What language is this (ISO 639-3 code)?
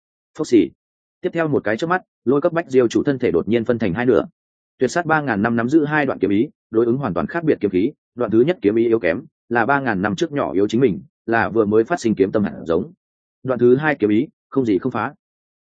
vie